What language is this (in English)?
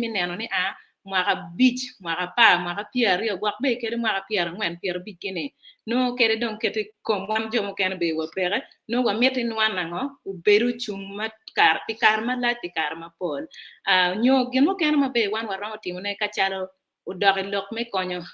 Acoli